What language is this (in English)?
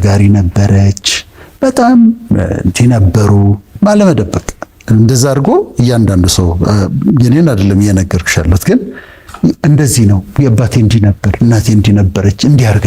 Amharic